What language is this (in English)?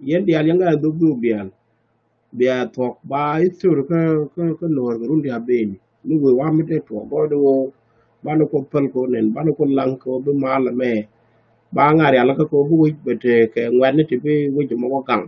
Nuer